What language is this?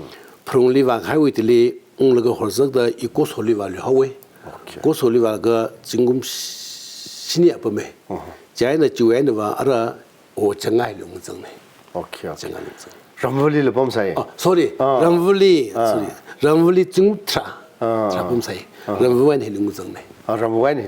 Tangkhul Naga (India)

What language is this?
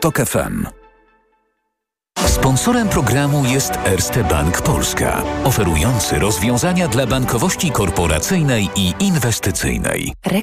Polish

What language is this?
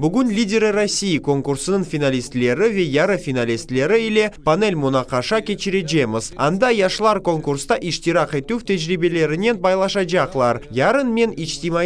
Crimean Tatar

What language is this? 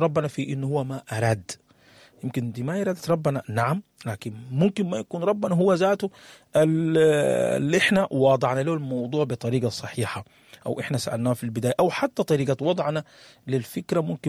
Sudanese Arabic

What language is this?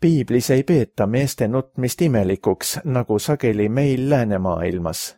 Estonian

